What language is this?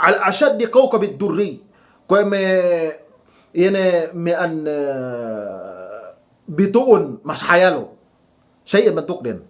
Yakan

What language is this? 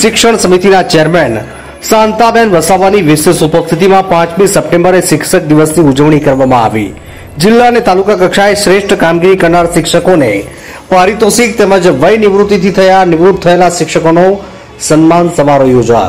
Gujarati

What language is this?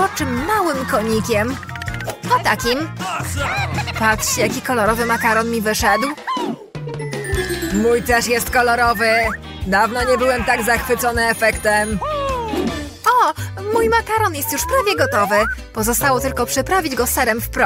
Polish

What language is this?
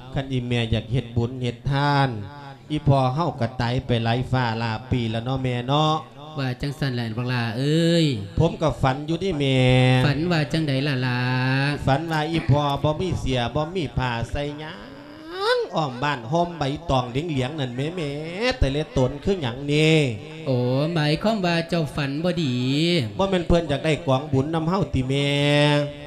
Lao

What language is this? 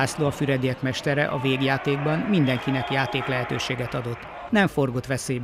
Hungarian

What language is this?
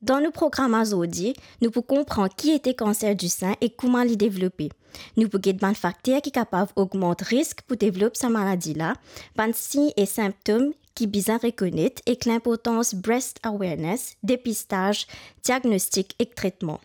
Morisyen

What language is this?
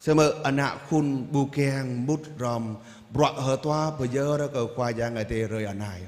Jarai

